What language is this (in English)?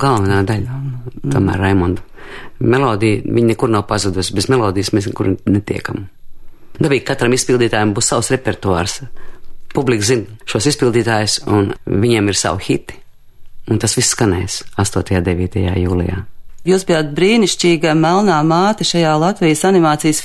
Latvian